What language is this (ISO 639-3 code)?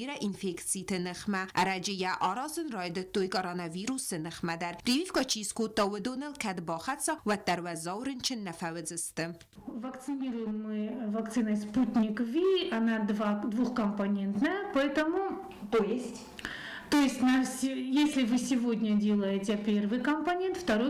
oss